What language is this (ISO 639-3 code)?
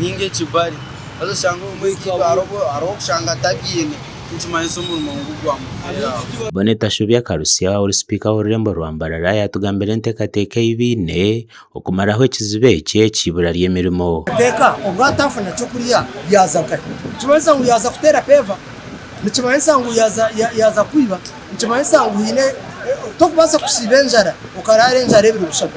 nyn